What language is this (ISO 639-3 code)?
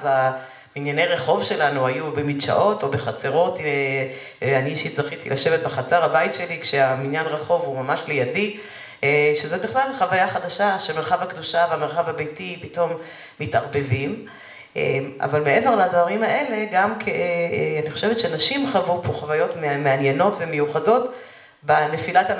heb